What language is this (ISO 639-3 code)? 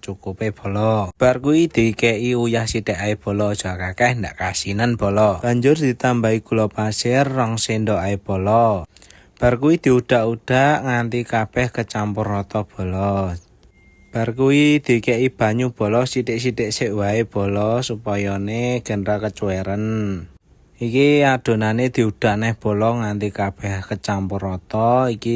jav